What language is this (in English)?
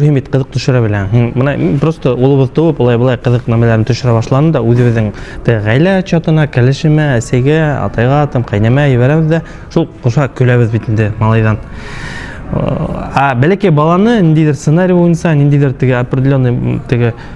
Bashkir